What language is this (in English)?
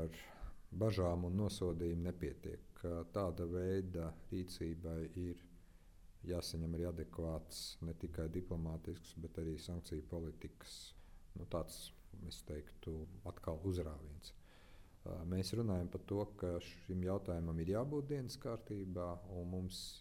Latvian